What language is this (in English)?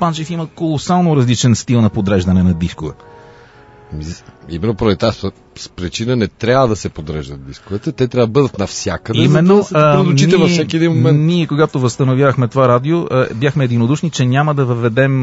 Bulgarian